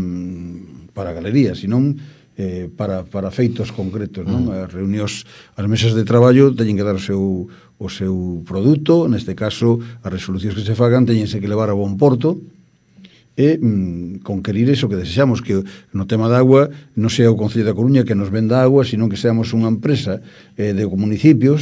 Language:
Galician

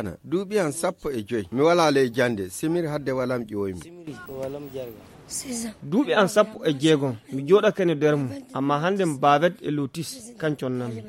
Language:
Fula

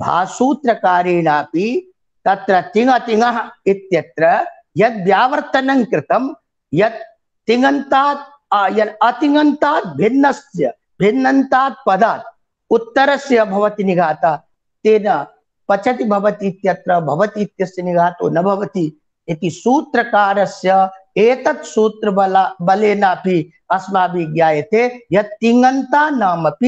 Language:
Sanskrit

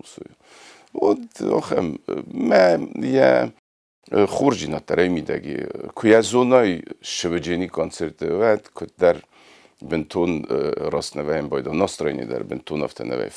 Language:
Ossetic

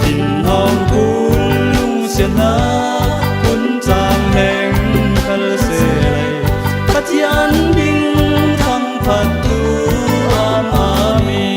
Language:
Falam Chin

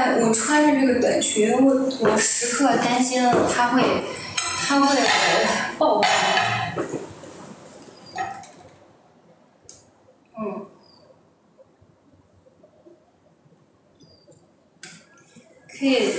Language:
Chinese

